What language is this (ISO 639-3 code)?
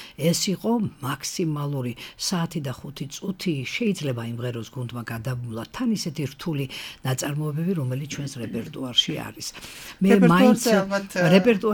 kat